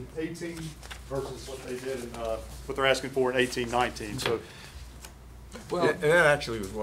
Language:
English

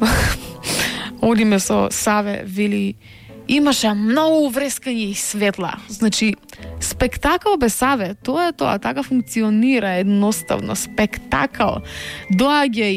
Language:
Macedonian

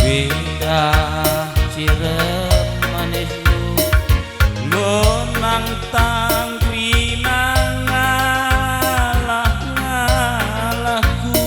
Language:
Batak Karo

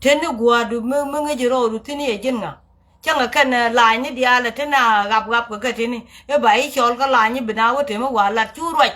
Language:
Nuer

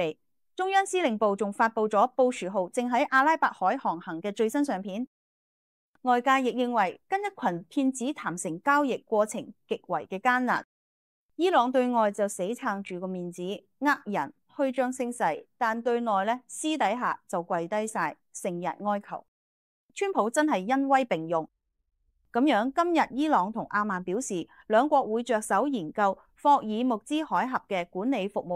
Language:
Cantonese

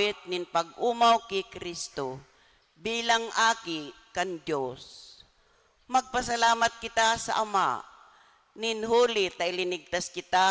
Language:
Bikol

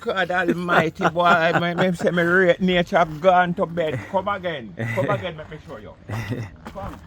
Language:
Jamaican Creole English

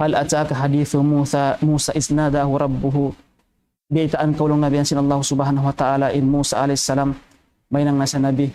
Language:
Tausug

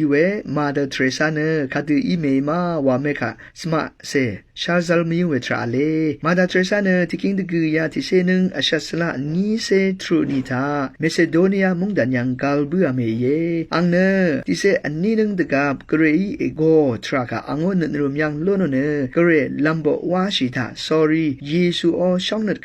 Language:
Rawang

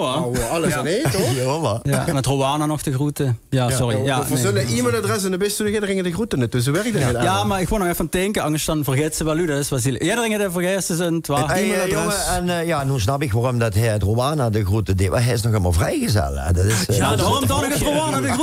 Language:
Limburgish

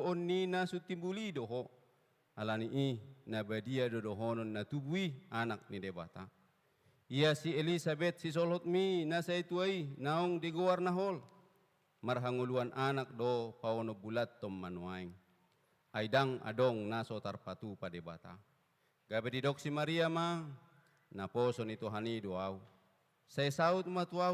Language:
Batak Toba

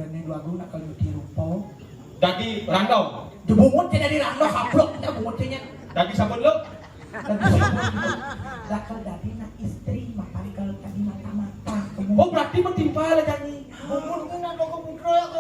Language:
Balinese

